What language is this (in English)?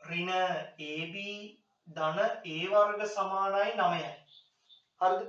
Sinhala